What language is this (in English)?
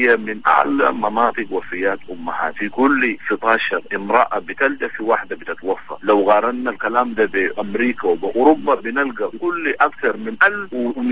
Sudanese Arabic